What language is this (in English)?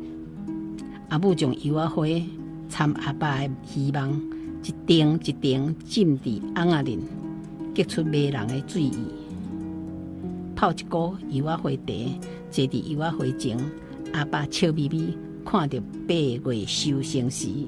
Min Nan Chinese